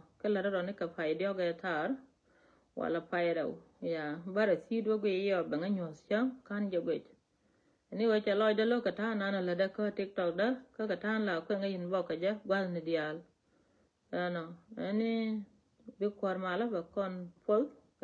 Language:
Nuer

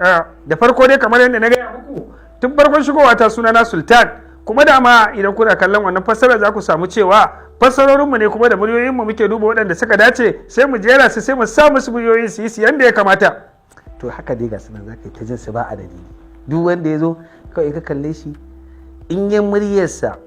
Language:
Hausa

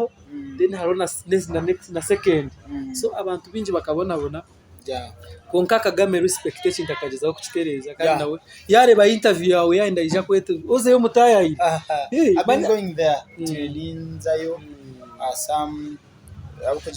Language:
Nyankole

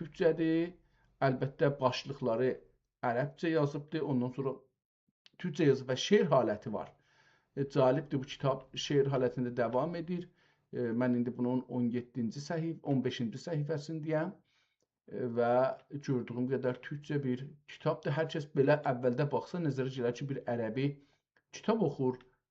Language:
South Azerbaijani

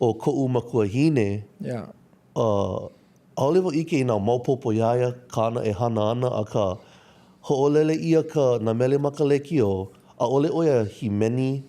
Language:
Hawaiian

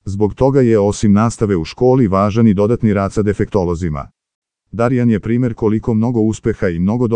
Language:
Serbian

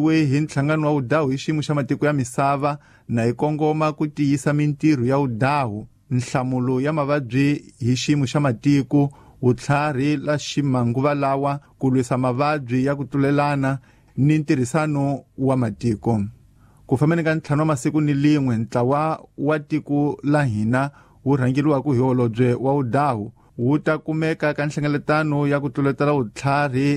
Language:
Tsonga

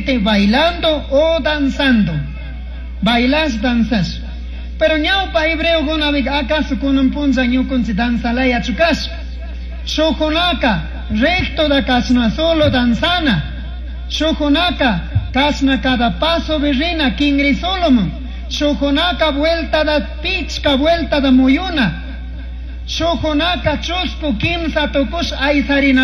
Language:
Chimborazo Highland Quichua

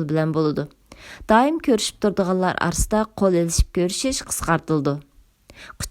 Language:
Uyghur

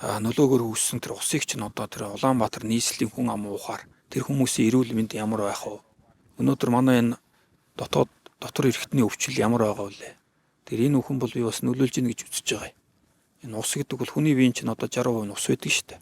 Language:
Mongolian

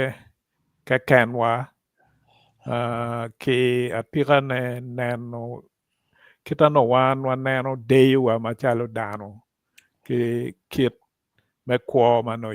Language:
Acoli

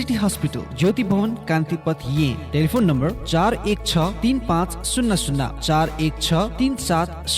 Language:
Newari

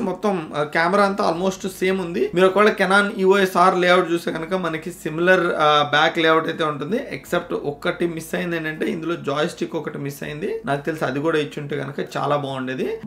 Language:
Telugu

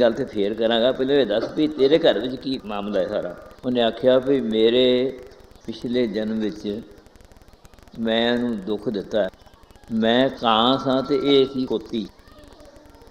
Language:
Punjabi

